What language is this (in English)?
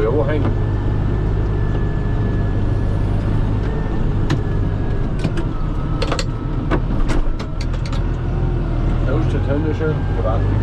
German